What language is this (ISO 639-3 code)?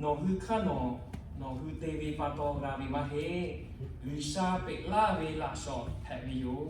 lhu